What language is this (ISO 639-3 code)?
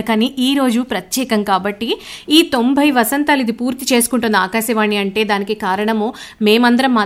tel